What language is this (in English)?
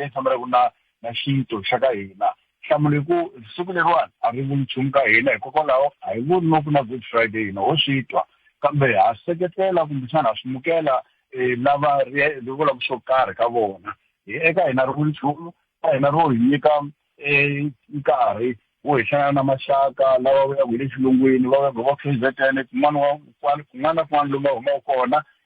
Tsonga